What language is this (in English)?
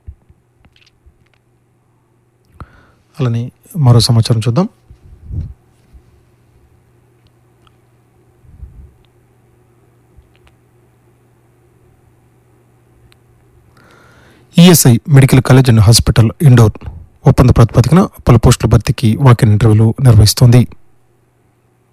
Telugu